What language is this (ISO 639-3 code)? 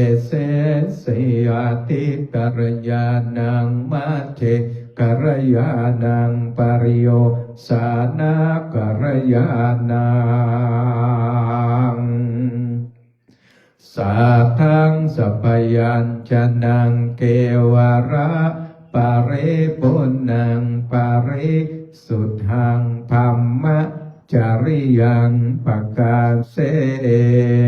pli